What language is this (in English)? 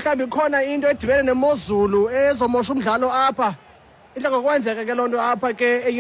Xhosa